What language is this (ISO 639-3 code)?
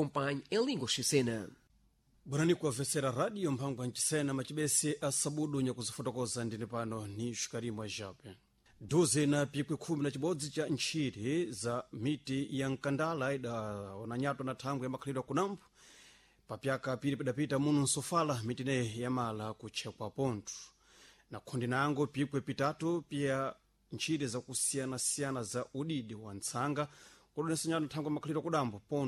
seh